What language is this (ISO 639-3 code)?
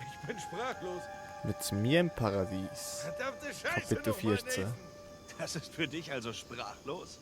gsw